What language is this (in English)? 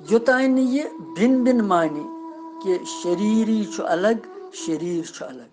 Kashmiri